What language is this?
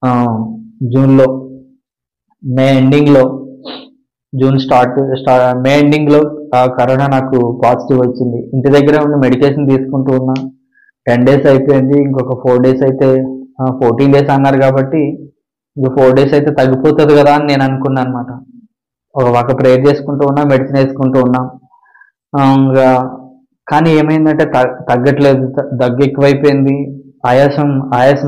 Telugu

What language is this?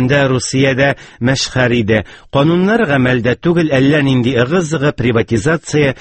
Tatar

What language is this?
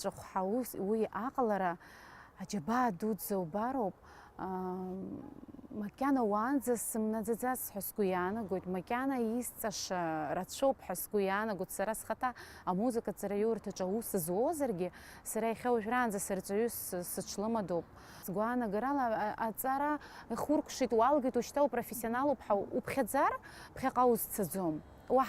Abkhazian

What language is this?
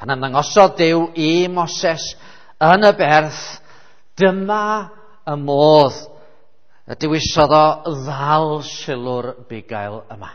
Welsh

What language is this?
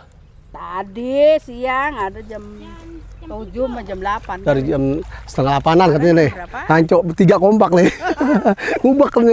Betawi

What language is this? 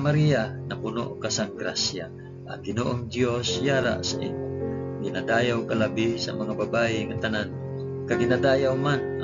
Hiligaynon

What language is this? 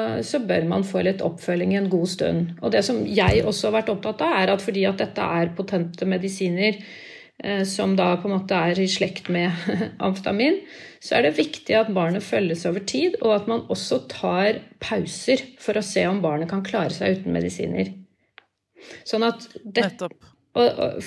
Norwegian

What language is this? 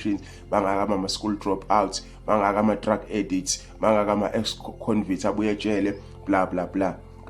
Zulu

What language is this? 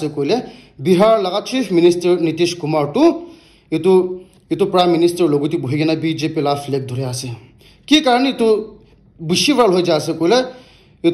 Naga Pidgin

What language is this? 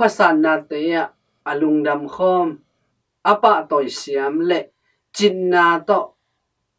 Tedim Chin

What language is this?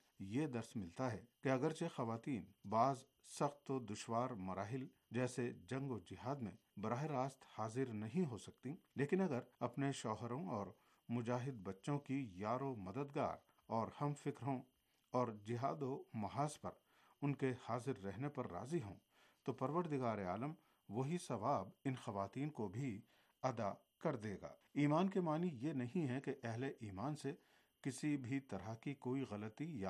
Urdu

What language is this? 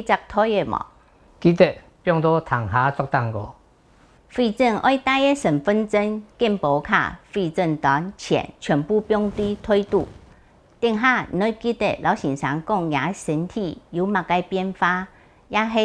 Hakka Chinese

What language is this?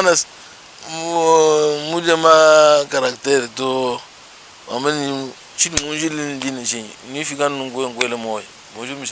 Luba-Lulua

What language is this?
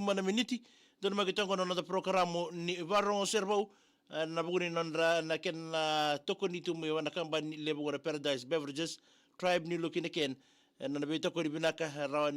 Fijian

